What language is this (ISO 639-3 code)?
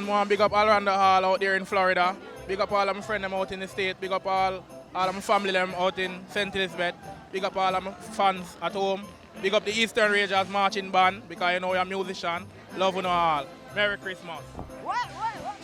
jam